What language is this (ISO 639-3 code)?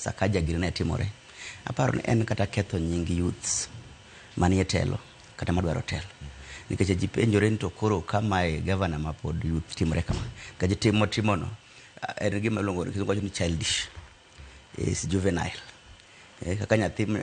luo